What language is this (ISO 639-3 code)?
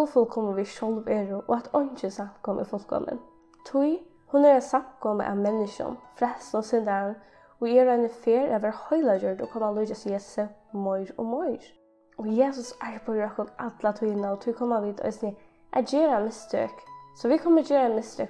fao